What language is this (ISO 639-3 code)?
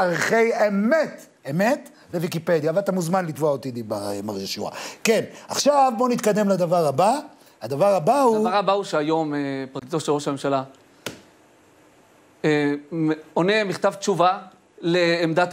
heb